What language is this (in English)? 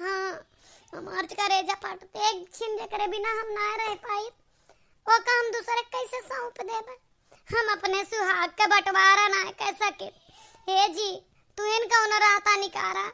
Awadhi